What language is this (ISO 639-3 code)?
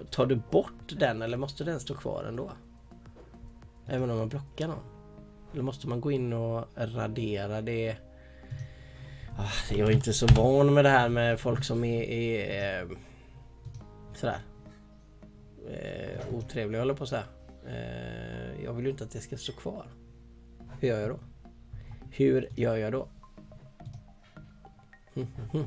swe